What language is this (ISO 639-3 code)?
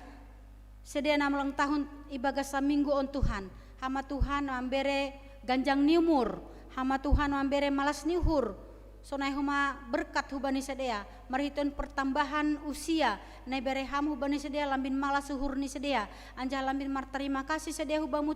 bts